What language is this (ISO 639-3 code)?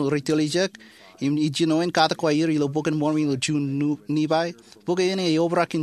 mah